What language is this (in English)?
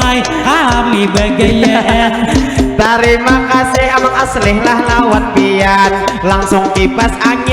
Banjar